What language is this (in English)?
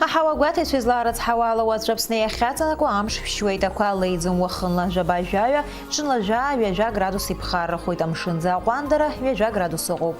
Abkhazian